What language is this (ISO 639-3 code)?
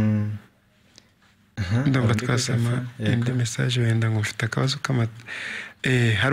kin